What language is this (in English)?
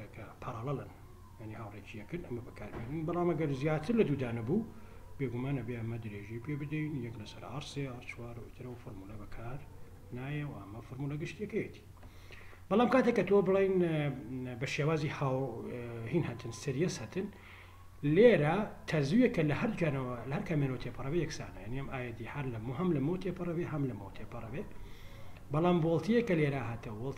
Central Kurdish